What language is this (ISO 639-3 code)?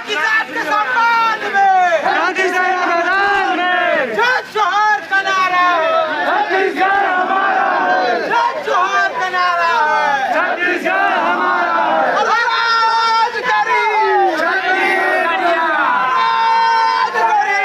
hne